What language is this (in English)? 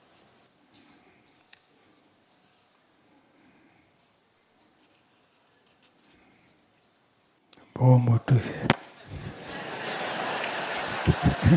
Gujarati